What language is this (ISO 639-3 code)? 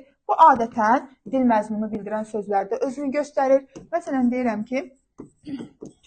aze